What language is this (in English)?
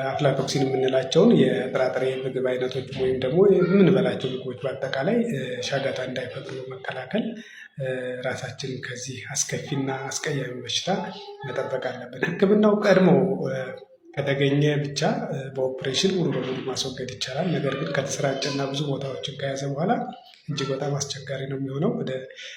Amharic